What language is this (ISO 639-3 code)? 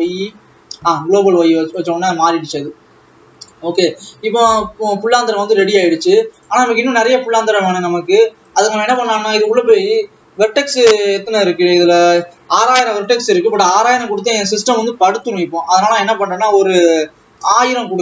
tam